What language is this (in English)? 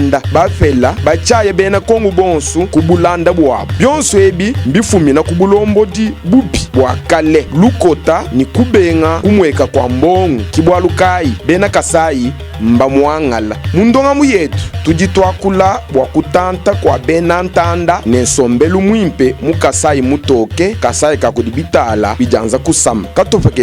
Luba-Lulua